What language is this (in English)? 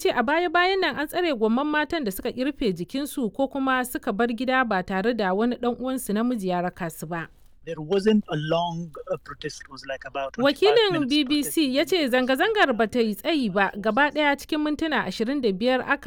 Hausa